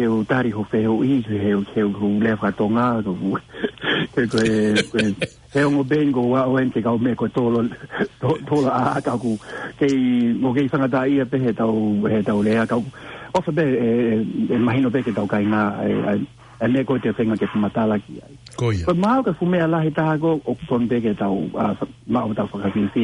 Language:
Tongan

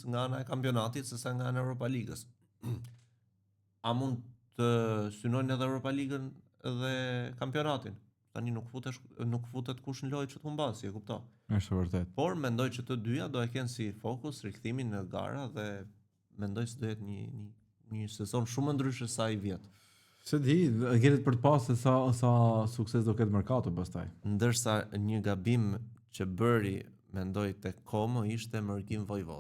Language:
Albanian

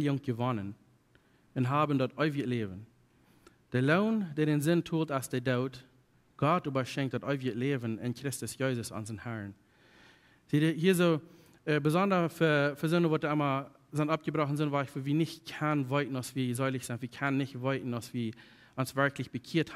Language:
Plautdietsch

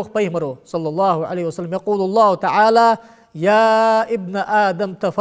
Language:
Ingush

